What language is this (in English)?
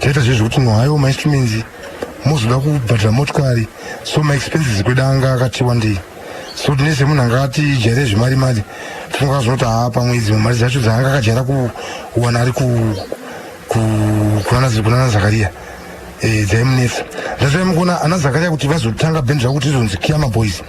Shona